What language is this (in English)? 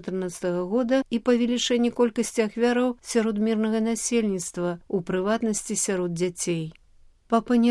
Belarusian